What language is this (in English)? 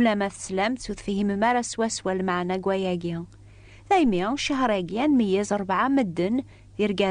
Kabyle